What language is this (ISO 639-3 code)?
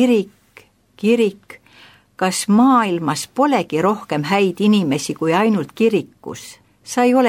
est